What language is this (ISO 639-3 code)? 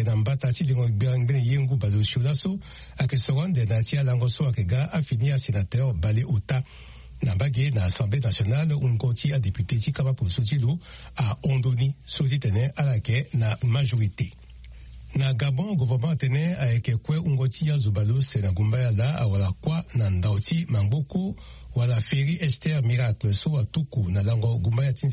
sag